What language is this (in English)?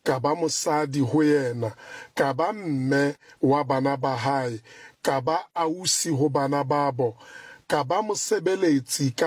Southern Sotho